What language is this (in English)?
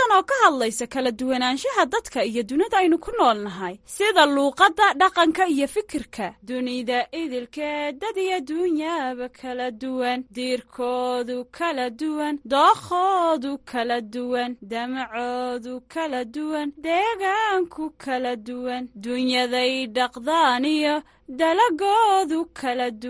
Somali